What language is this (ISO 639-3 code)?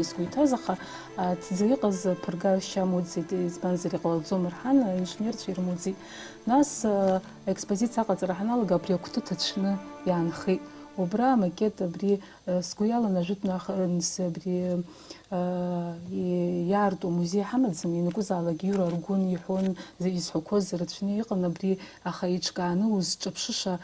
abk